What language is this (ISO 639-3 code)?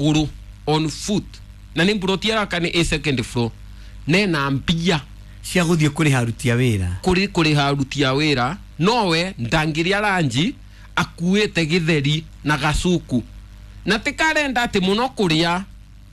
kik